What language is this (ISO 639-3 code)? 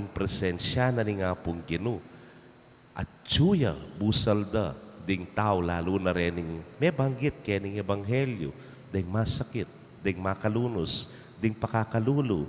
pam